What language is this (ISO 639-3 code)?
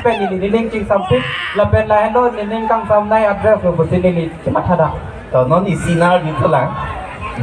mjw